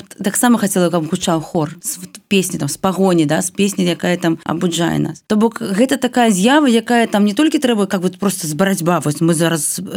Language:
Belarusian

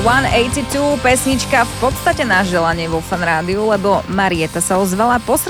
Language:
Slovak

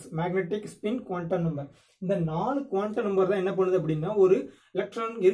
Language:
Tamil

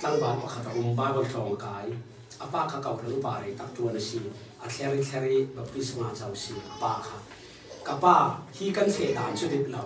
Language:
Falam Chin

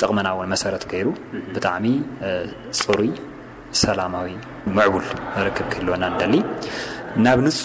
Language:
Tigrinya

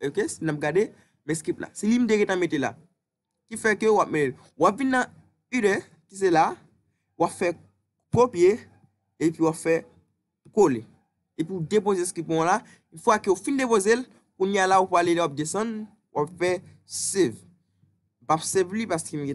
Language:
Haitian Creole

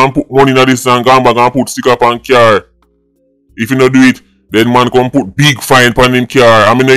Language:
Jamaican Creole English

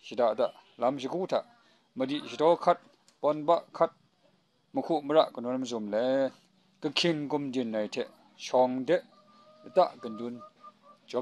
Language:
Kachin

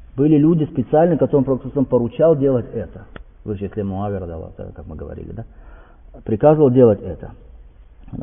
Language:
Russian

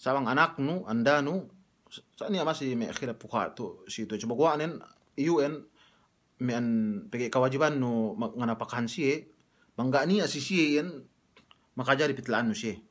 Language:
Yakan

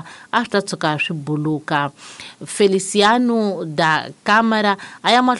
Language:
Tsonga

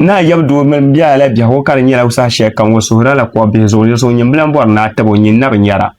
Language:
Dagbani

